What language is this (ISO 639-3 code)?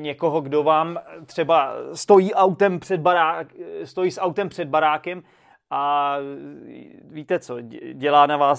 ces